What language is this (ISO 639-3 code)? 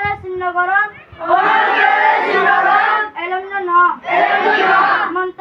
rhg